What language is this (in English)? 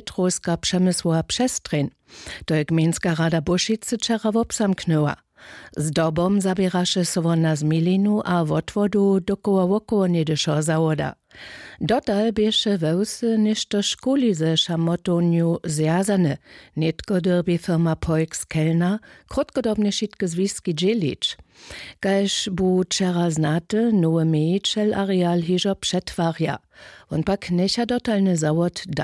Upper Sorbian